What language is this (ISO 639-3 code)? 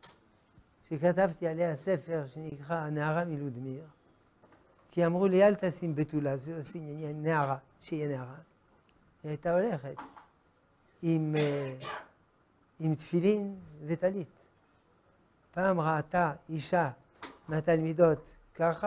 heb